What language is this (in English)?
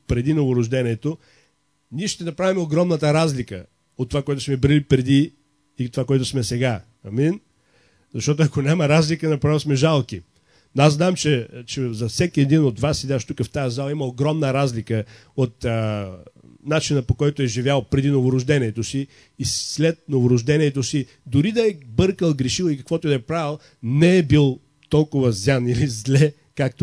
Bulgarian